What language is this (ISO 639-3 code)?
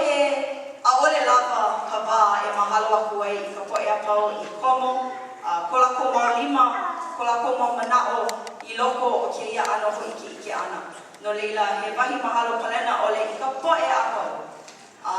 haw